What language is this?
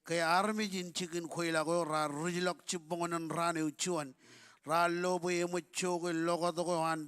Marshallese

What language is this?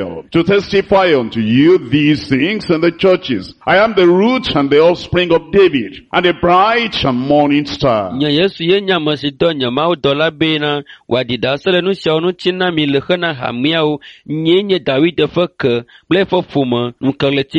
Ewe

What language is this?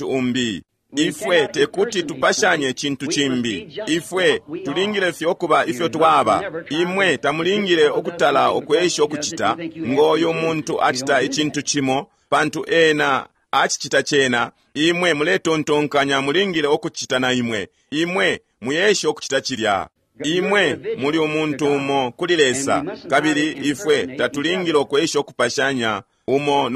Bemba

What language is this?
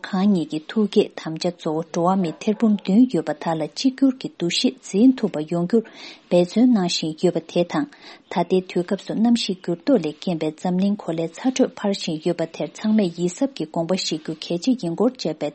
Tibetan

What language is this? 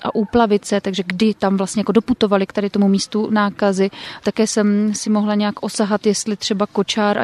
Czech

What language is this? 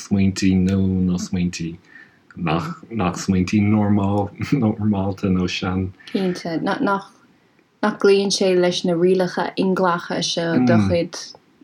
Irish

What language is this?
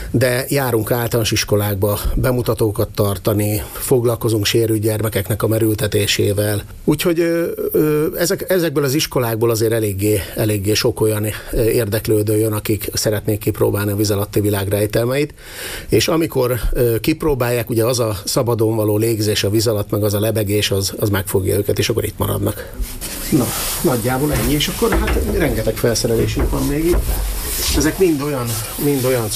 Hungarian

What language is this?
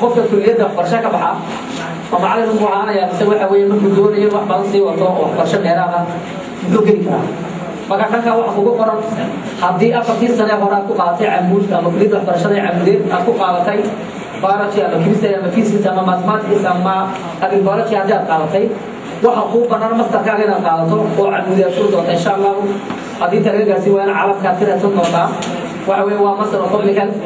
Somali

